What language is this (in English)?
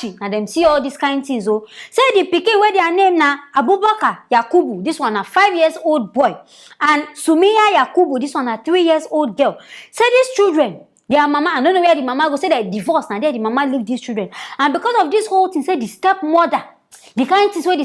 Nigerian Pidgin